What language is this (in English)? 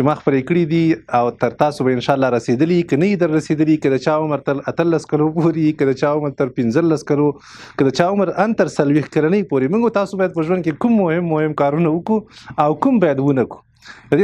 Pashto